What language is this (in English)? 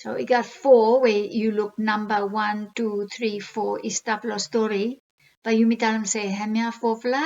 Bislama